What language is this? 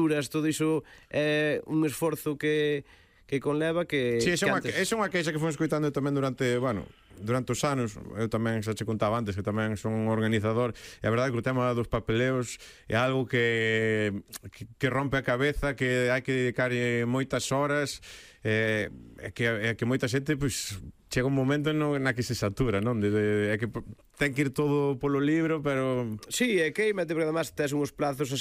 Galician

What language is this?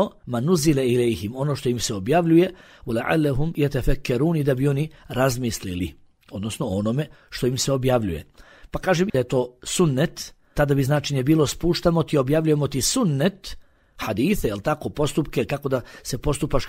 Bosnian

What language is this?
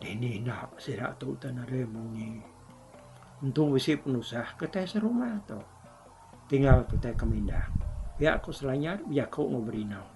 Iban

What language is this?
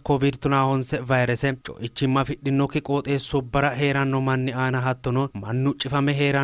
Sidamo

